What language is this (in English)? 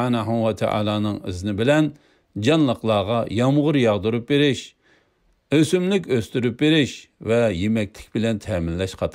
Uyghur